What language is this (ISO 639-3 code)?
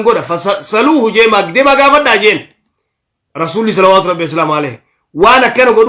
orm